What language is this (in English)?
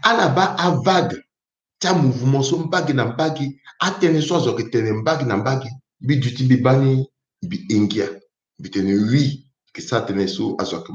Sango